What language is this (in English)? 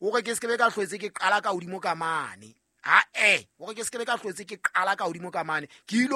Southern Sotho